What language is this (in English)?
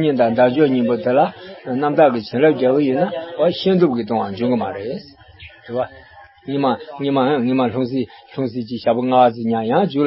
Tibetan